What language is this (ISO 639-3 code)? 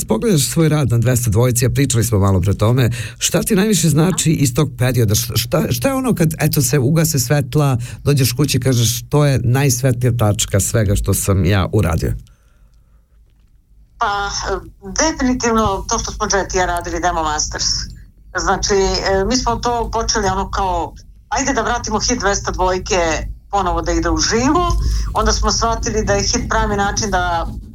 srp